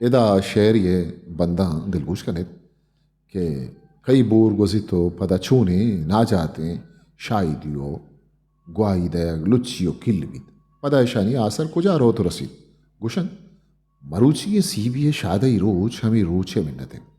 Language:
Eastern Balochi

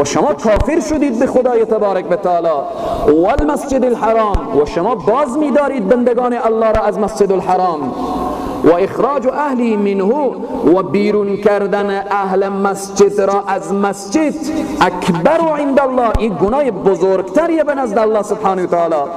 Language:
Persian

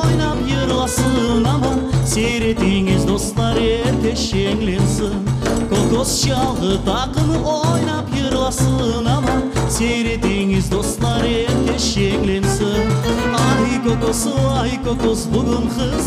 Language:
Crimean Tatar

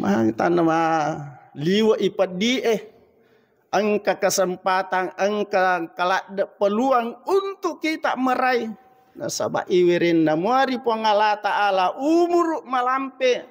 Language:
Buginese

